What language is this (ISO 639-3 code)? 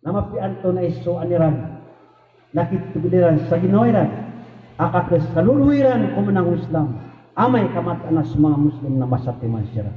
mrw